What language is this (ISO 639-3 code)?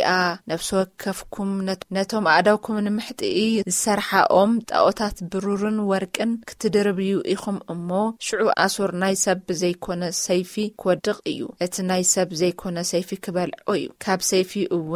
tir